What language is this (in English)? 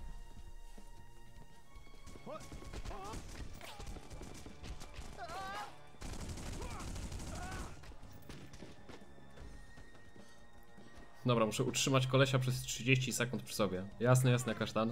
Polish